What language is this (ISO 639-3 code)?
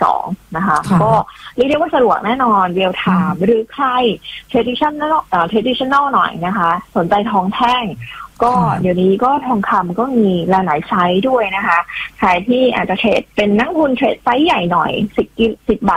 tha